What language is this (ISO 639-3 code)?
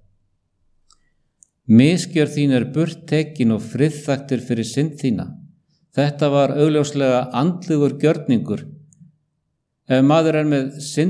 isl